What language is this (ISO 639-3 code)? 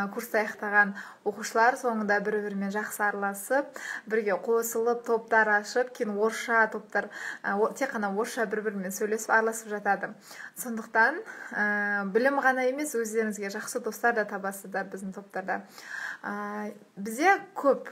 kaz